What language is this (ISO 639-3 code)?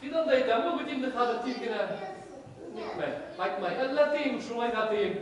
bak